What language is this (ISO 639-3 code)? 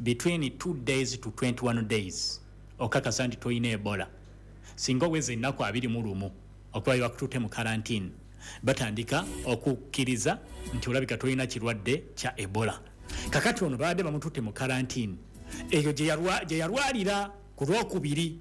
lug